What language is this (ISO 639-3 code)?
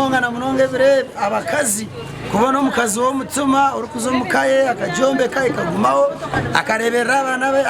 nyn